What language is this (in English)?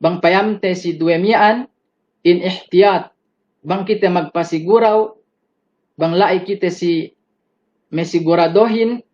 Yakan